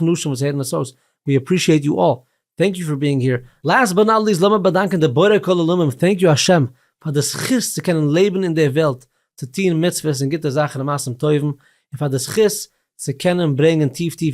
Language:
Yiddish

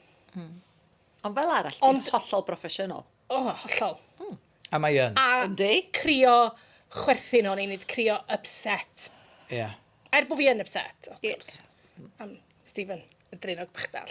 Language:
Welsh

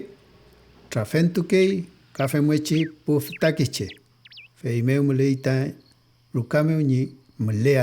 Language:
Mapuche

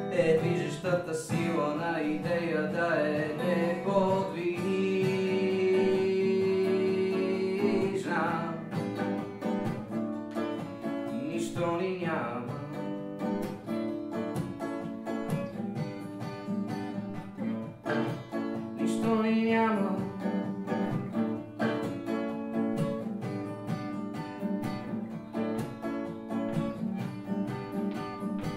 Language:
Bulgarian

